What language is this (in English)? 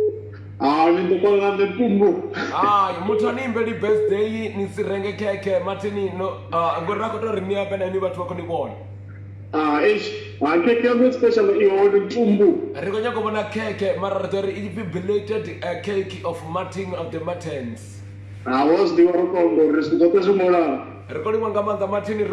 Venda